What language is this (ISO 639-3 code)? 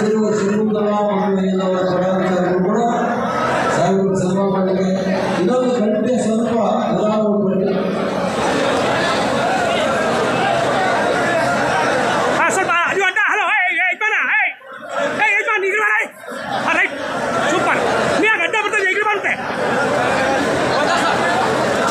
kan